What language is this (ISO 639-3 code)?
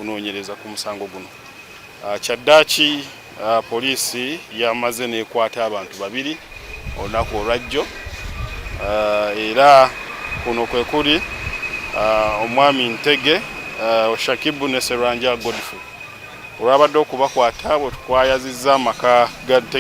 lug